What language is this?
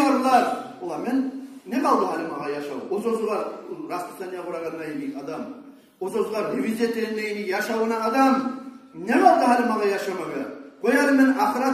Kumyk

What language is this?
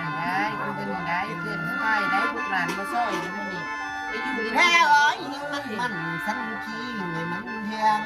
Northeastern Thai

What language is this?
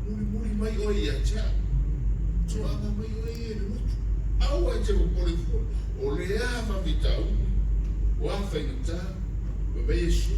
Samoan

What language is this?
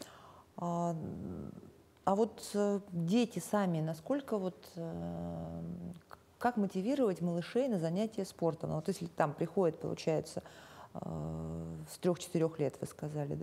Russian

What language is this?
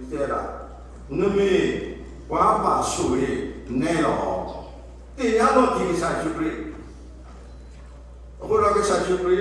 S'gaw Karen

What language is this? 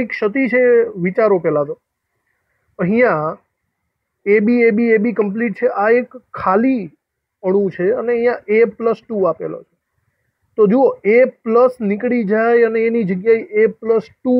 Gujarati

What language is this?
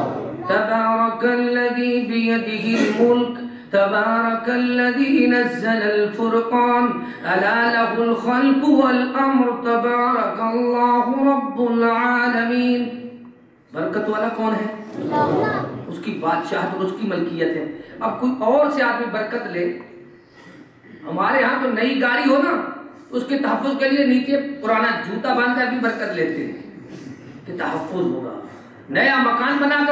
Urdu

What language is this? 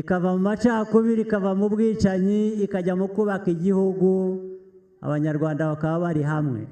Kinyarwanda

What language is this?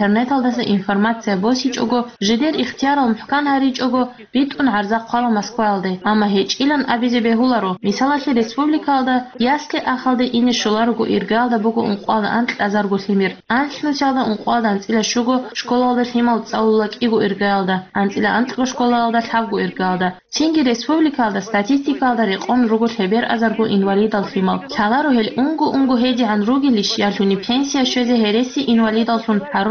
Avaric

